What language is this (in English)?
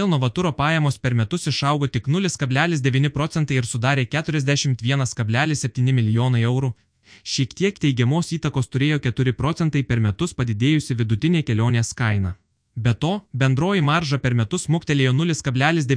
Lithuanian